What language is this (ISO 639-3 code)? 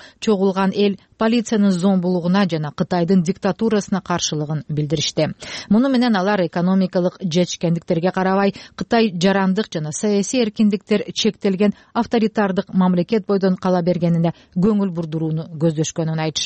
kir